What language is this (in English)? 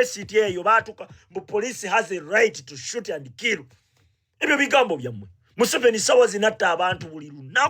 Ganda